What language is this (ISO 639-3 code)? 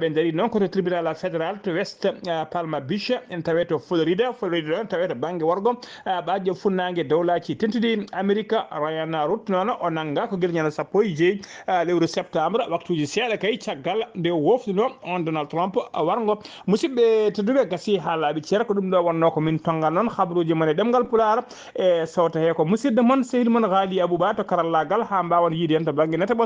ful